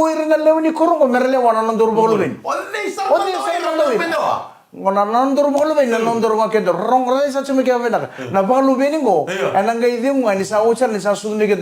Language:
Fijian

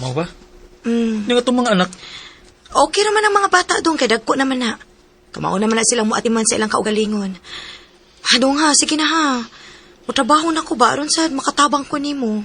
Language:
Cebuano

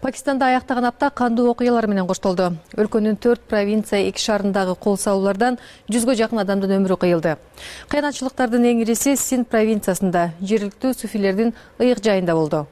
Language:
Kyrgyz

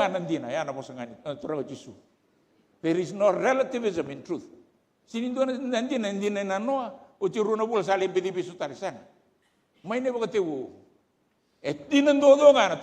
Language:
Fijian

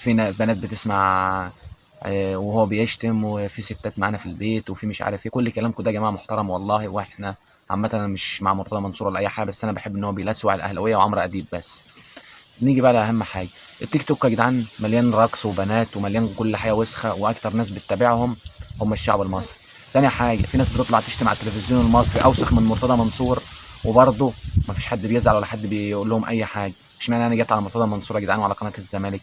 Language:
Egyptian Arabic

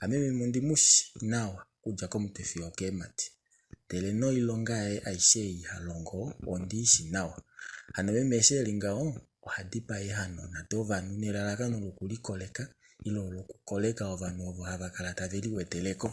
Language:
Kuanyama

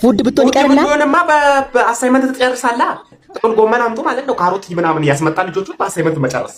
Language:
Amharic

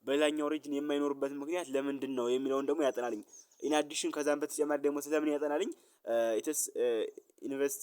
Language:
Amharic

